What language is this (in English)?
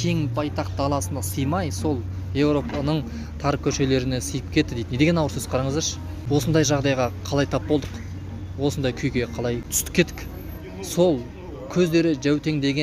Kazakh